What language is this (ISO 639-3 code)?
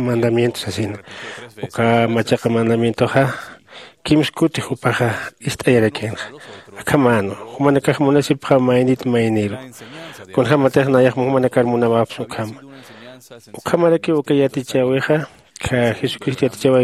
aym